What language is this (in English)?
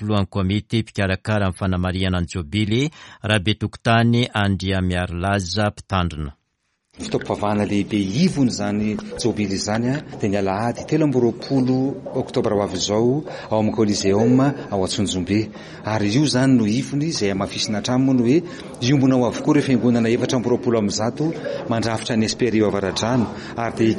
Malagasy